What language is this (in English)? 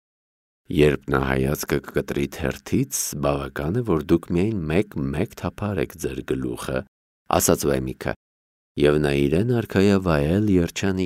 Armenian